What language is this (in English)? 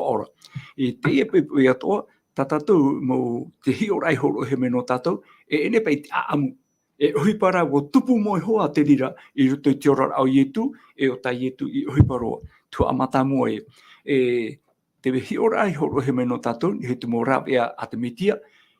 Tahitian